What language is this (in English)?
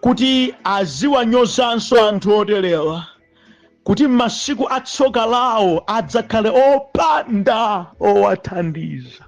Nyanja